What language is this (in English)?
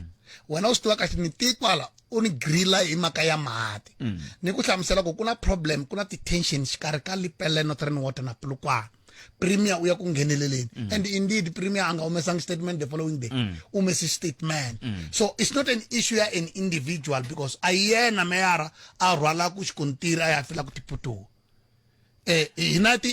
Tsonga